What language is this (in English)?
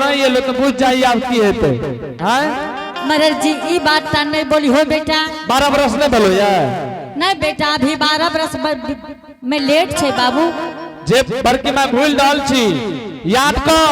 Angika